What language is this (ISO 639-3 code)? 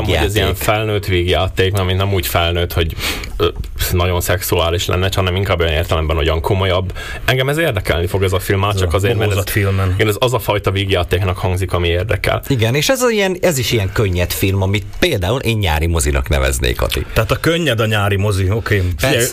hun